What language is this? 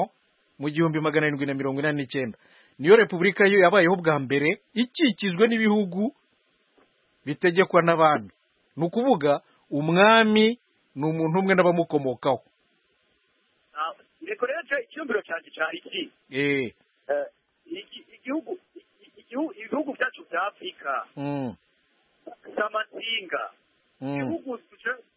Kinyarwanda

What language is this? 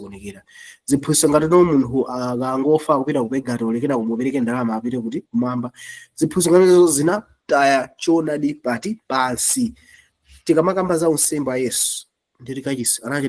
Nyanja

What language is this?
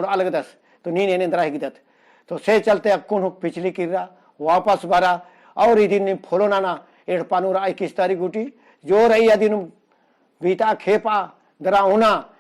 Kurukh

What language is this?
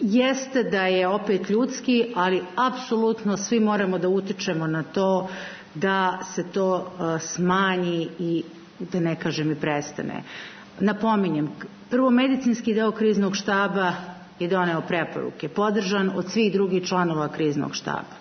Serbian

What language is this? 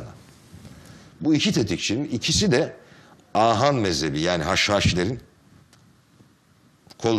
Turkish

